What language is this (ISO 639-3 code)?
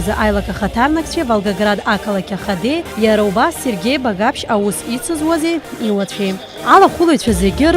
abk